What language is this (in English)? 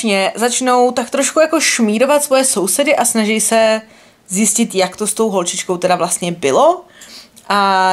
Czech